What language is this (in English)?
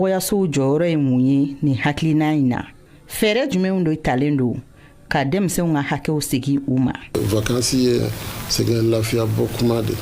Bambara